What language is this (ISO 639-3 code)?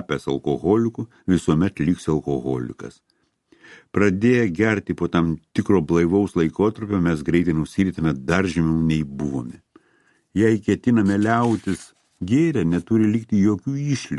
lit